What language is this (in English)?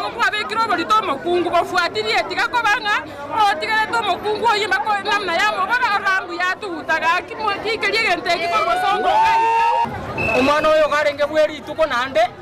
Gusii